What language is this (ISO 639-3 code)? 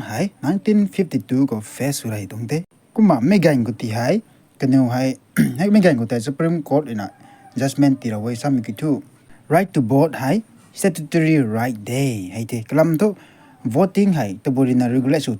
nbu